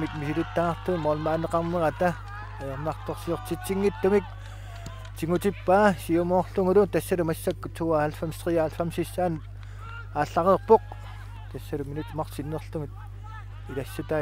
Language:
Kalaallisut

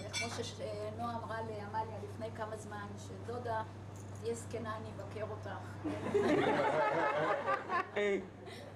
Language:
Hebrew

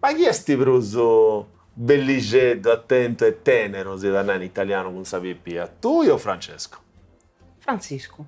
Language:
Sardinian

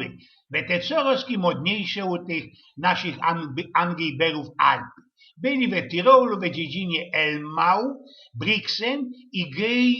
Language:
Silesian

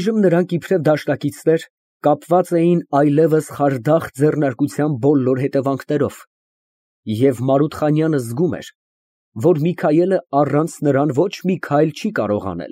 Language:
Armenian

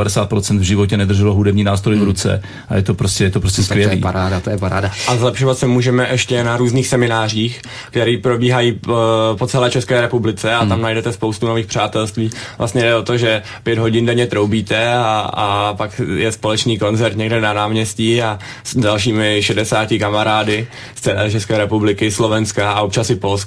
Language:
Czech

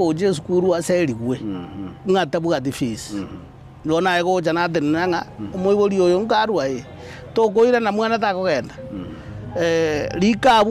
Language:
Gusii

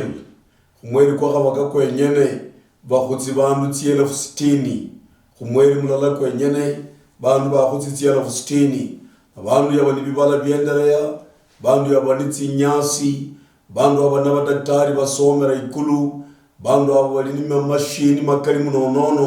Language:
Luyia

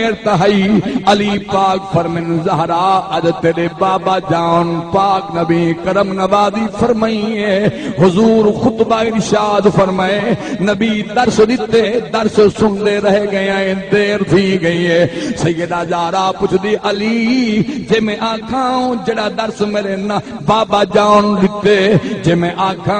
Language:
Saraiki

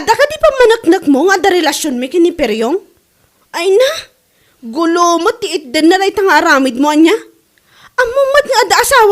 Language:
Iloko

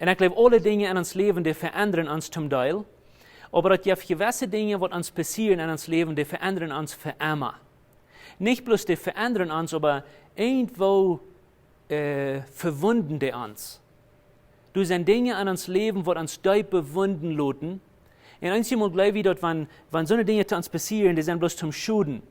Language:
Plautdietsch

